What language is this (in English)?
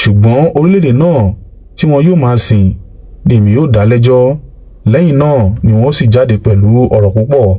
Yoruba